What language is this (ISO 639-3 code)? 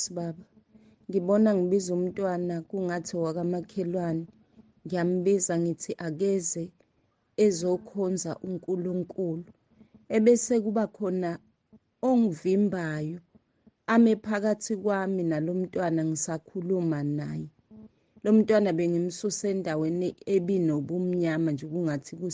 zul